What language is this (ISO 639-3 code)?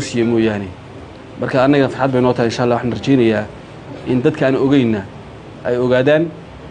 som